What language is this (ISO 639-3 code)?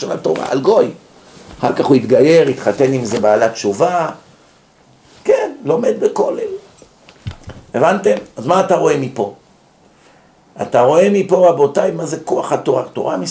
heb